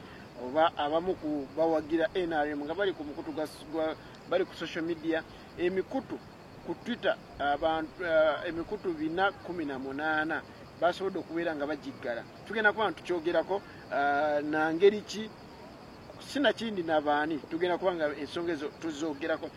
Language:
Ganda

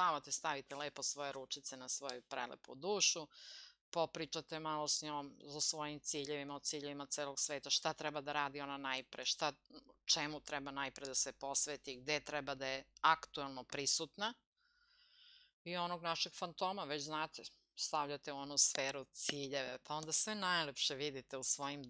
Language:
Serbian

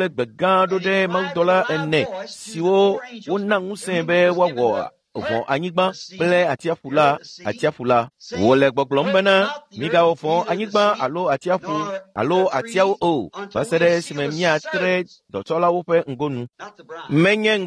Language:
Ewe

